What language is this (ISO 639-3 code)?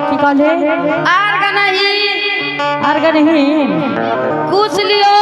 anp